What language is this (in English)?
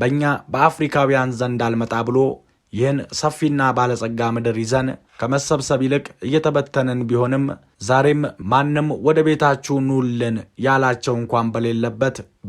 Amharic